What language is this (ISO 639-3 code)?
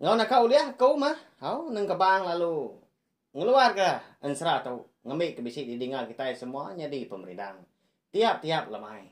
iba